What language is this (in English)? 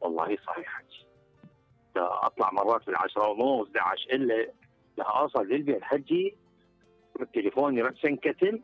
Mesopotamian Arabic